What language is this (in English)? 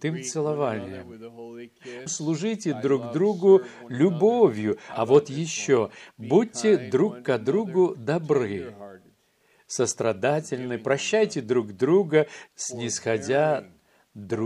Russian